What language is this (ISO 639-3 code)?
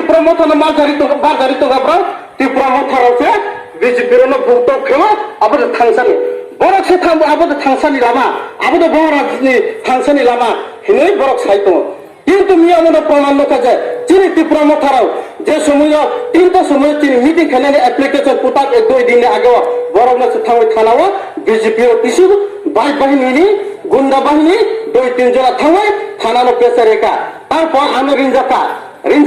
ria